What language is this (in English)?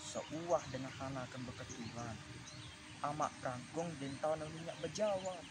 Sasak